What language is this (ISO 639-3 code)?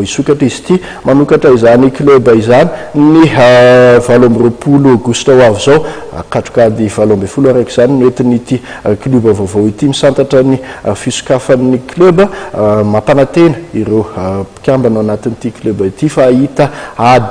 mlg